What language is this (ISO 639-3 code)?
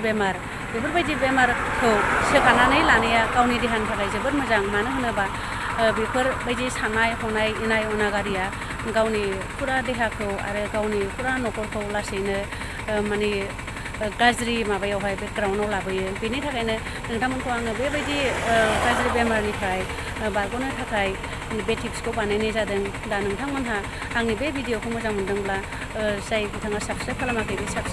brx